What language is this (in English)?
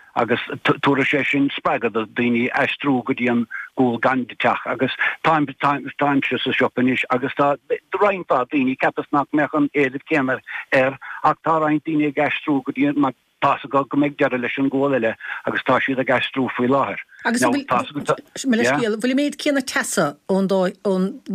Irish